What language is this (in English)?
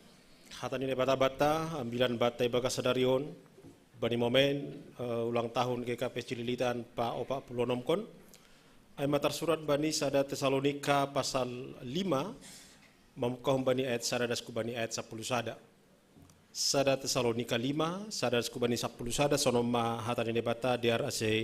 Batak Simalungun